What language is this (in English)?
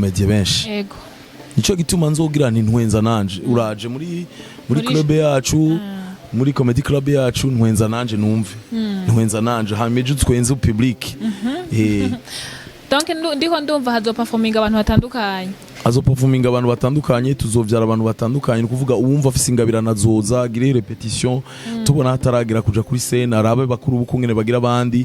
Rundi